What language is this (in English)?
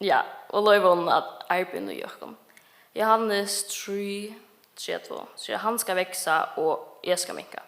Faroese